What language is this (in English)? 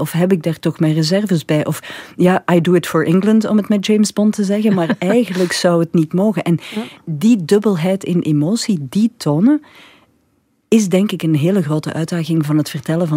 Dutch